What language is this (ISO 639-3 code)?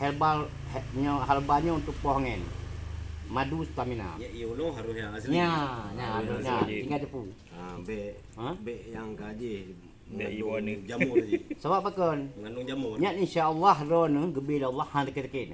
ace